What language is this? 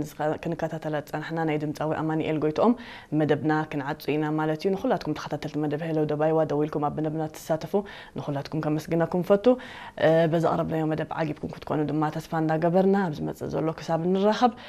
Tigrinya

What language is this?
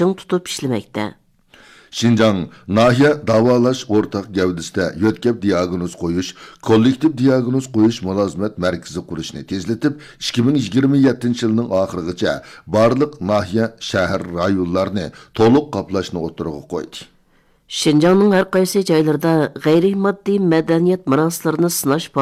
Uyghur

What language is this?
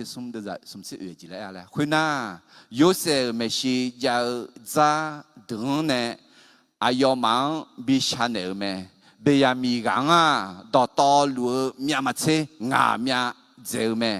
Akha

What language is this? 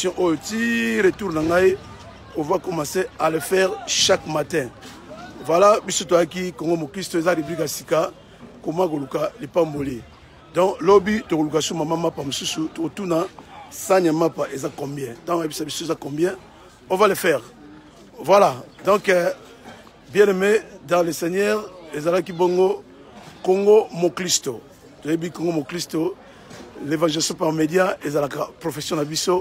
Lingala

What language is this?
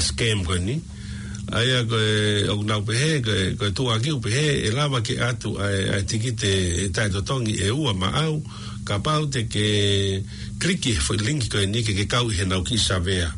Tongan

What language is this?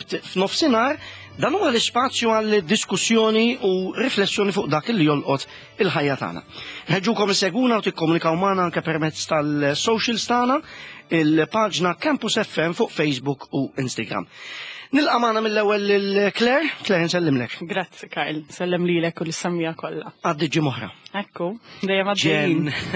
Maltese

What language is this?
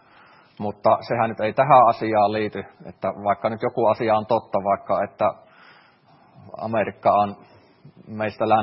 Finnish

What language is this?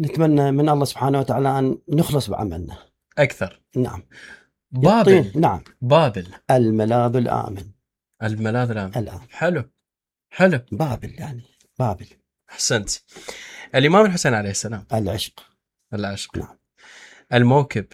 Mesopotamian Arabic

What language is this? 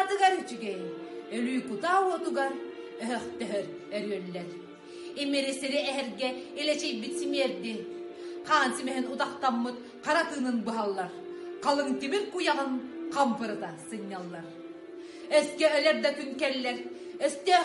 Yakut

